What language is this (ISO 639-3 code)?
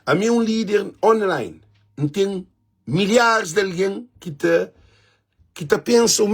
kea